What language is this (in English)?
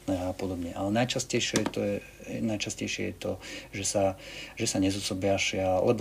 Slovak